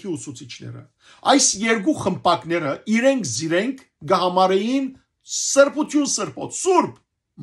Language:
Western Armenian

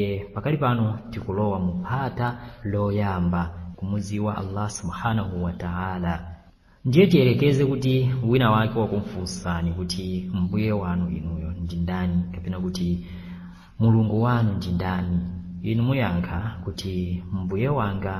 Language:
Nyanja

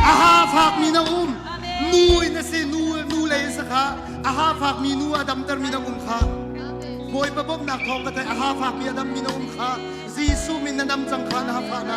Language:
Hakha Chin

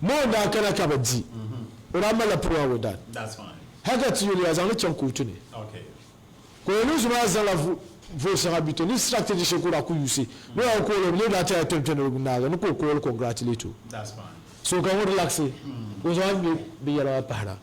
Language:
Dagbani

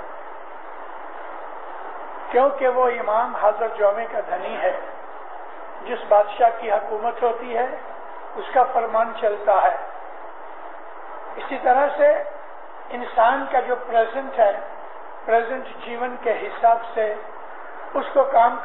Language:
Urdu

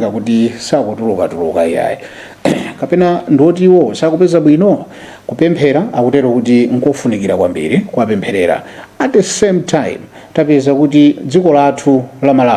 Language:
Nyanja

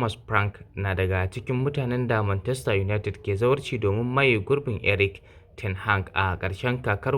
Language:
Hausa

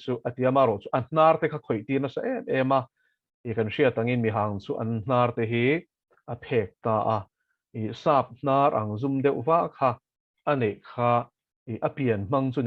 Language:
Mizo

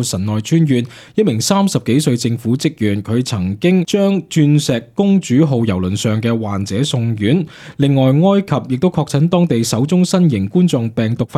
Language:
Cantonese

